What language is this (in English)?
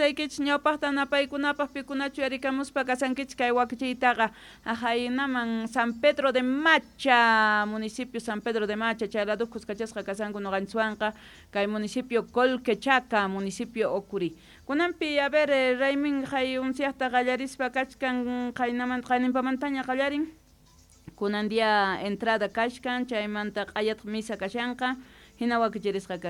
Quechua